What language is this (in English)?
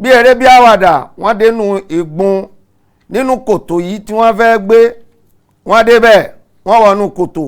Yoruba